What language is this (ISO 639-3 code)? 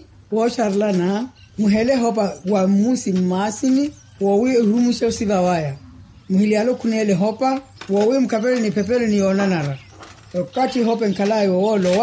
vmw